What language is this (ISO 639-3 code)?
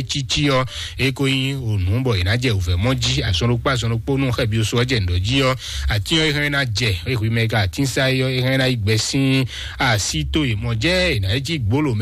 fon